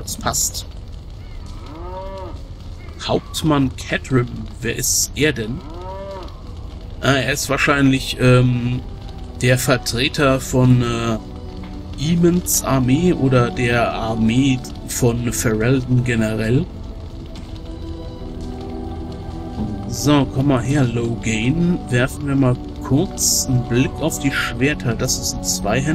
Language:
German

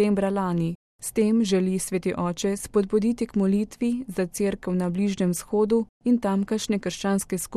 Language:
Slovenian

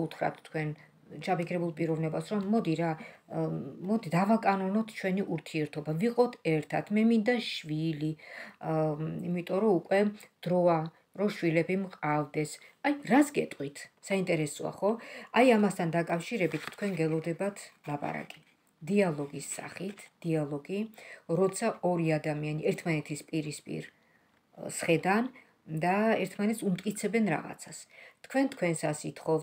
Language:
Georgian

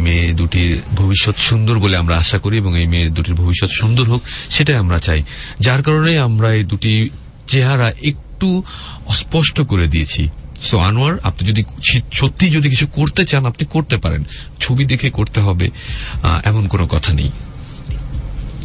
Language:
Bangla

